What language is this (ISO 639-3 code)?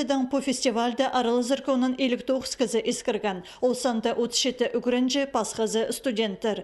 kjh